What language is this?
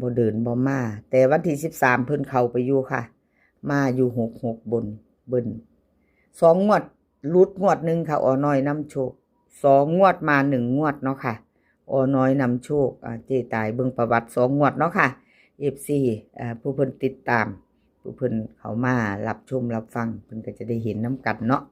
Northeastern Thai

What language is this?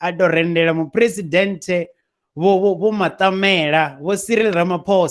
Venda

